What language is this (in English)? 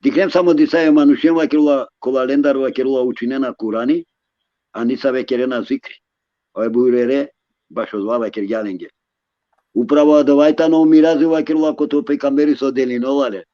Balkan Romani